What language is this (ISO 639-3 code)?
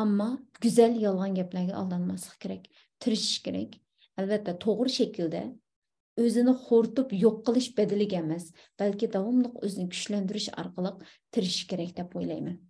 uig